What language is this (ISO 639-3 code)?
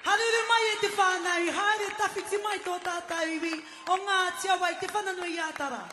mri